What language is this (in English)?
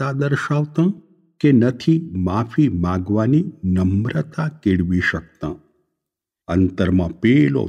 Gujarati